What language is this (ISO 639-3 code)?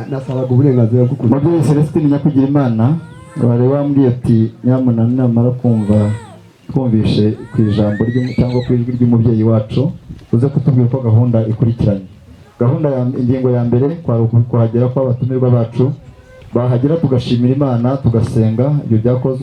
kin